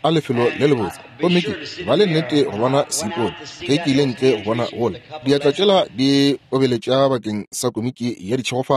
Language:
Northern Sotho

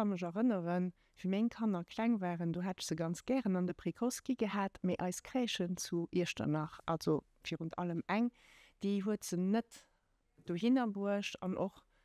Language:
Luxembourgish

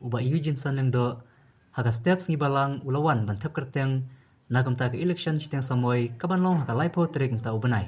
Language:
Khasi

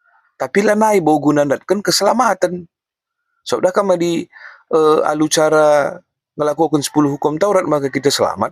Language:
Batak Karo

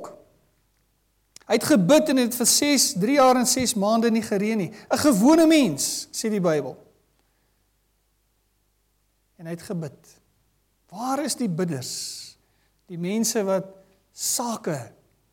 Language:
Afrikaans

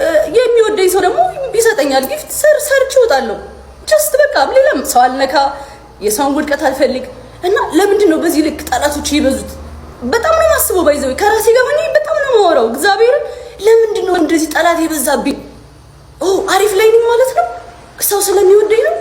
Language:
Amharic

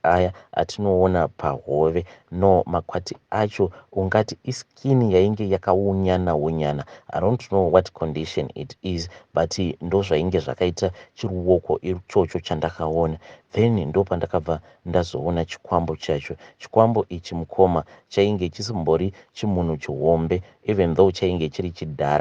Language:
Shona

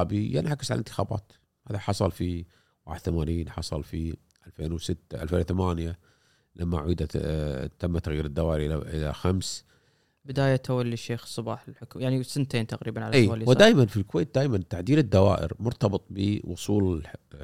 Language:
Gulf Arabic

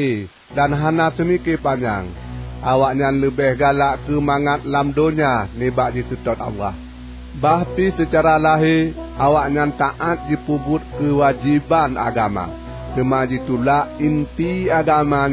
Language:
Achinese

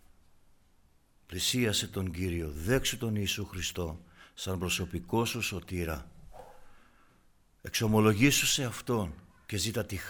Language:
Greek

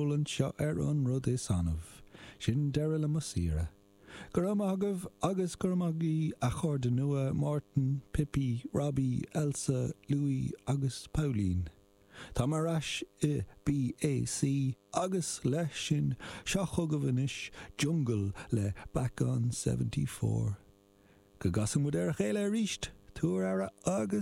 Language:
Irish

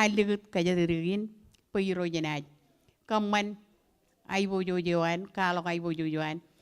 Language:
Marshallese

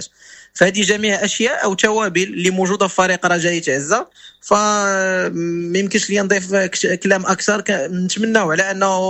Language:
Moroccan Arabic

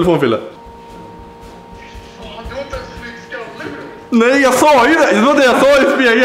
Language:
Swedish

